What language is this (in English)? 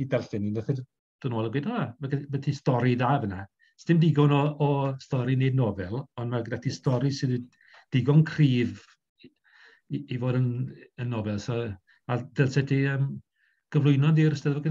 Welsh